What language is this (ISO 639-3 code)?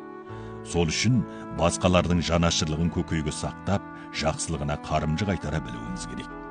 kaz